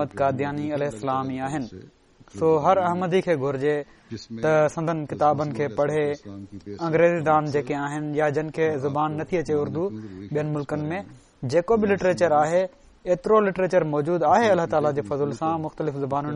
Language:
Sindhi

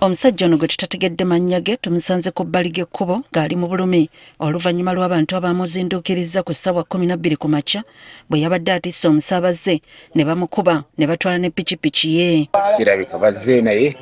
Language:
Ganda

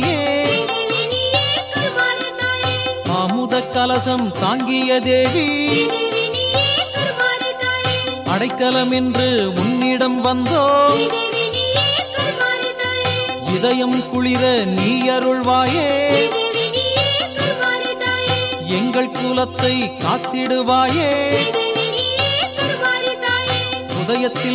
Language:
Tamil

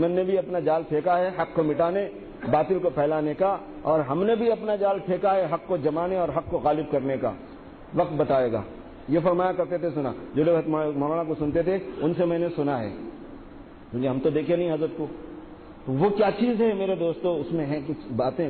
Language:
Urdu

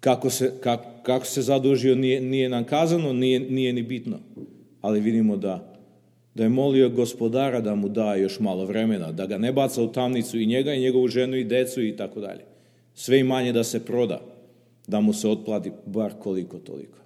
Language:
Serbian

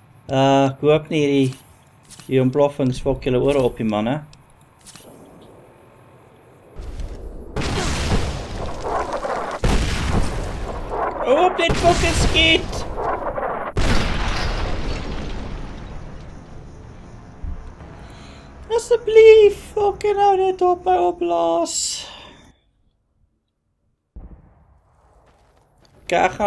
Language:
Afrikaans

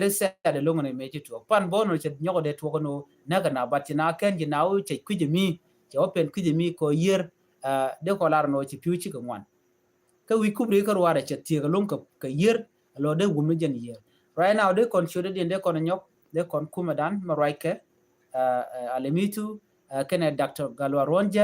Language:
Nuer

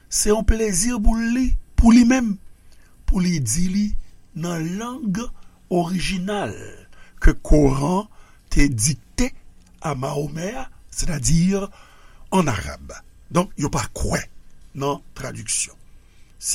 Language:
Haitian Creole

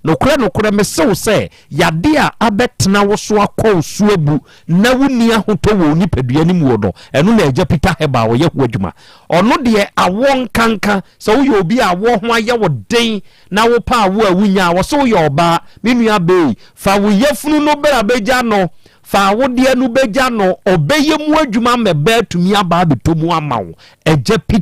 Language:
Akan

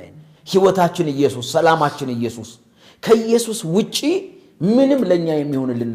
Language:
Amharic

